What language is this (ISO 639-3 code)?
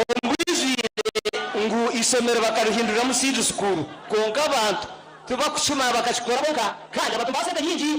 nyn